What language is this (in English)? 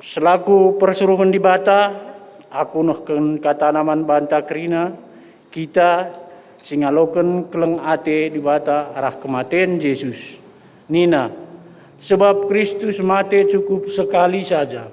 Batak Karo